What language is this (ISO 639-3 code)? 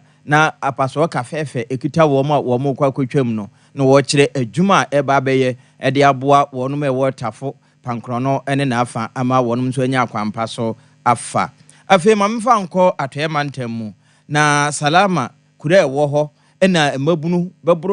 aka